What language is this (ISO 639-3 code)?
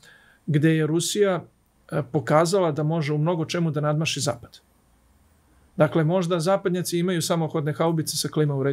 srp